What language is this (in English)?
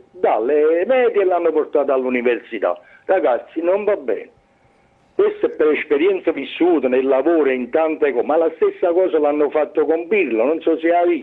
Italian